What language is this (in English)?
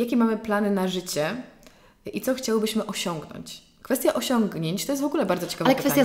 Polish